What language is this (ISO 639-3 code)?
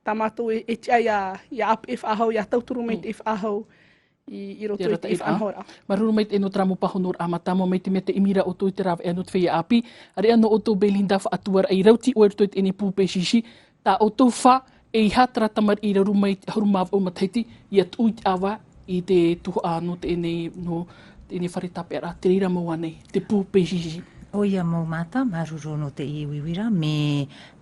tah